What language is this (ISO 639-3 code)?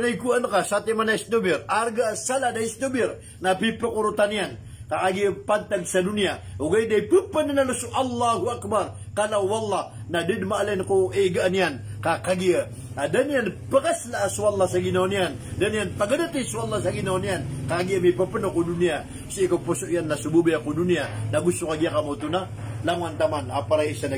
mrw